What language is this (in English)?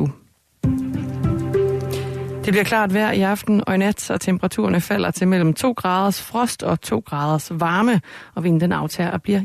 Danish